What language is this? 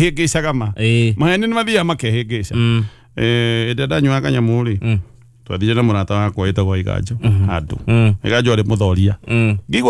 Kikuyu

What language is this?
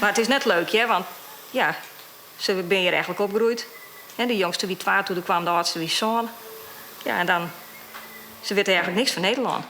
Western Frisian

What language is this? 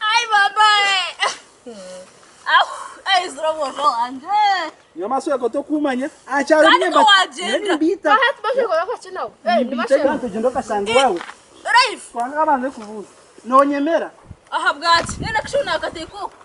Nyankole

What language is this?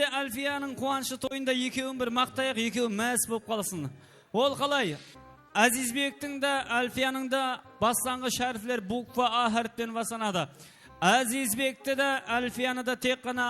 Kara-Kalpak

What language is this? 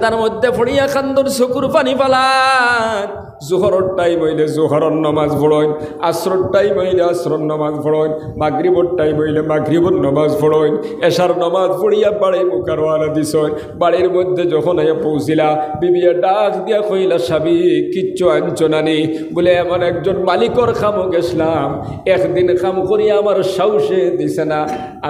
Sylheti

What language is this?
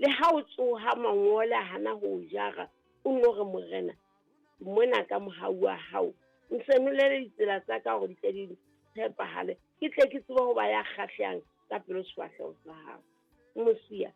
Southern Sotho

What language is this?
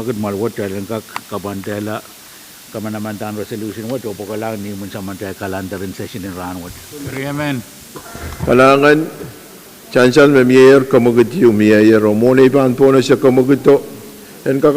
Pohnpeian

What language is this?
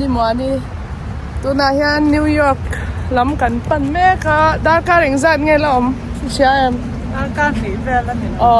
Mizo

